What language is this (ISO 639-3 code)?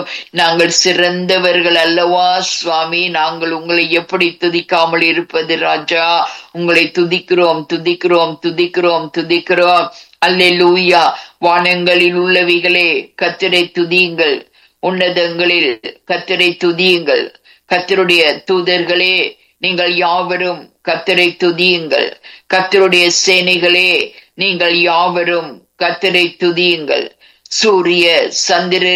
tam